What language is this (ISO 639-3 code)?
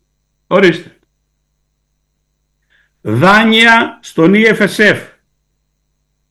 ell